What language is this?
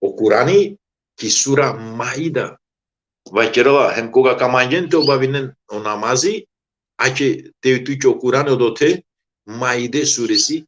Balkan Romani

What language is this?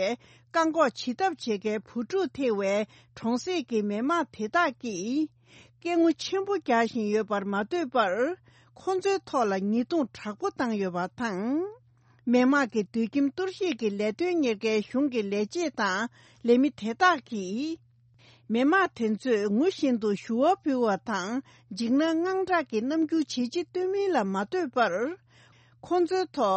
Tibetan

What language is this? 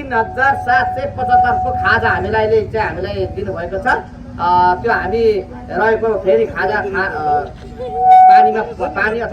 Nepali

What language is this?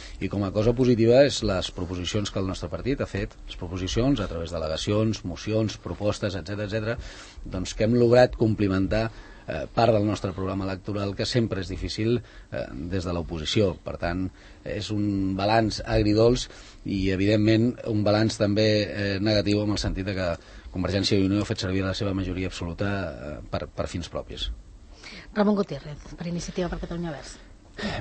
Catalan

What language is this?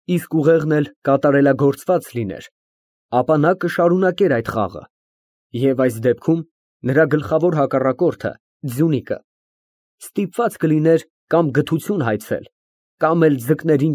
Armenian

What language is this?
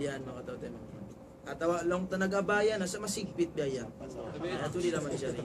Tausug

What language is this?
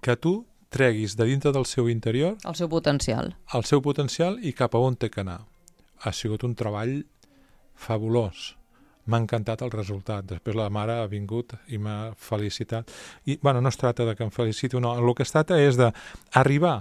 Catalan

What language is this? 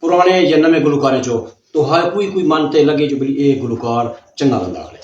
Saraiki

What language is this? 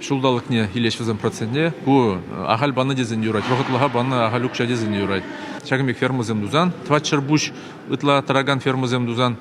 Chuvash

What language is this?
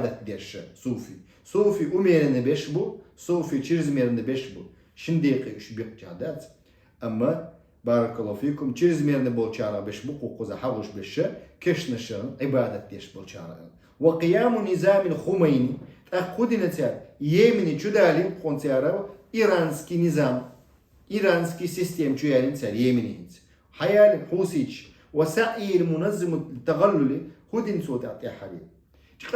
Chechen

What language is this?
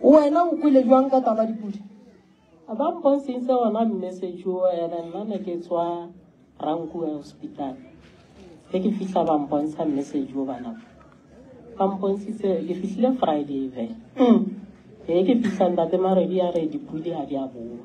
Northern Sotho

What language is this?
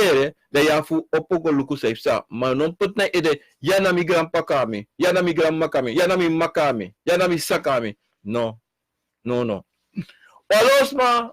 Sranan Tongo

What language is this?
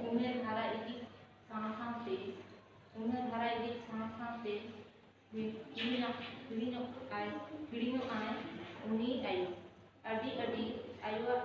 Santali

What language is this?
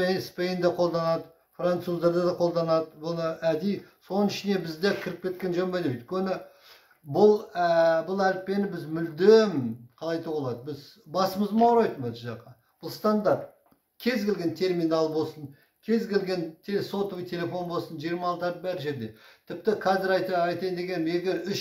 Kazakh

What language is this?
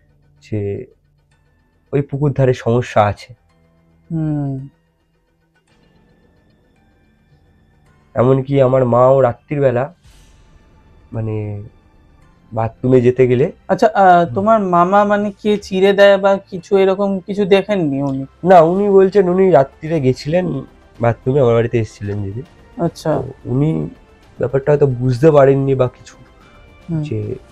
Bangla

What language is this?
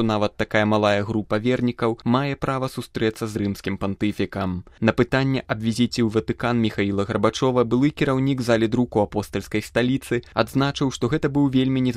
Belarusian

